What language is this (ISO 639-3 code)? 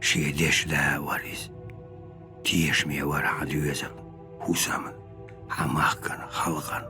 che